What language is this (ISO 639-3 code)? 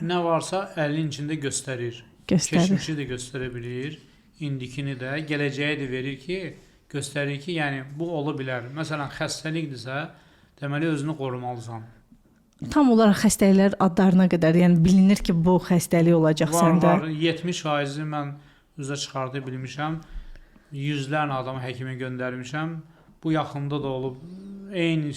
aze